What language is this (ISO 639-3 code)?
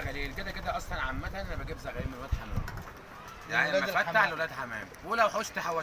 arz